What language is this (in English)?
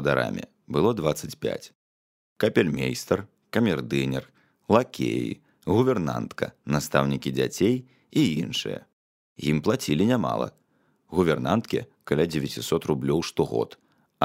Belarusian